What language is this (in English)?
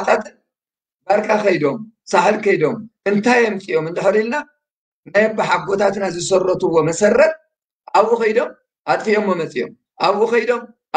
Tigrinya